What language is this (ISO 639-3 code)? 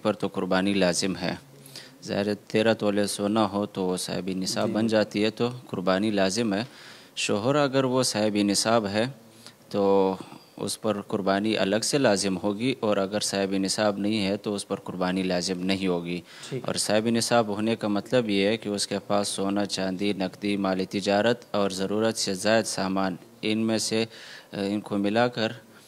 urd